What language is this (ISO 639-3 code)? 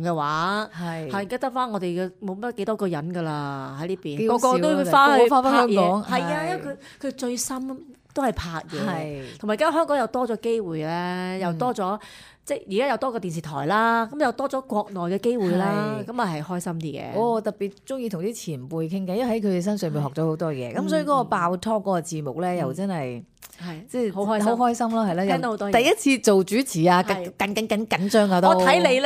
yue